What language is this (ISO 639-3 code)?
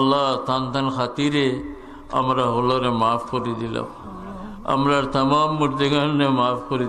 syl